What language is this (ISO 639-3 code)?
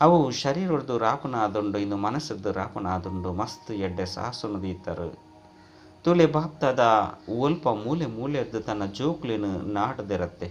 tcy